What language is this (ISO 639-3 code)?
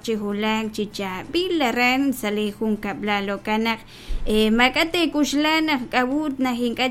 kek